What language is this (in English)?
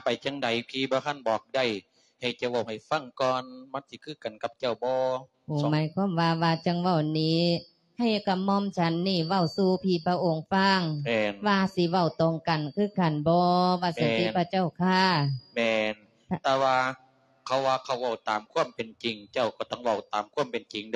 Lao